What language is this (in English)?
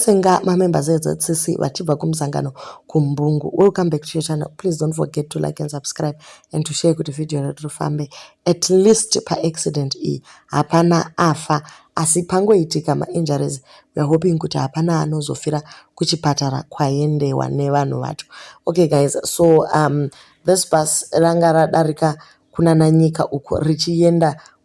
Shona